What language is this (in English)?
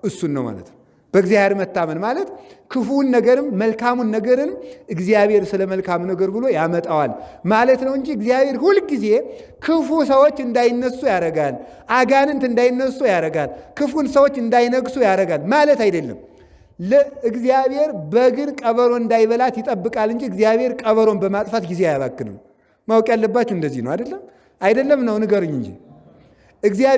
Amharic